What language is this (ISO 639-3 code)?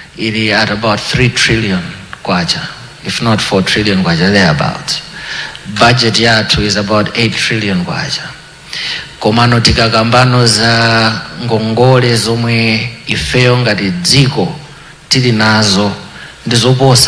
nya